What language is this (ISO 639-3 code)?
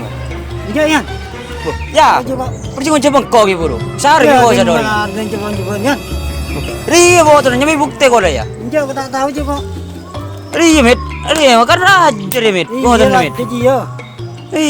mad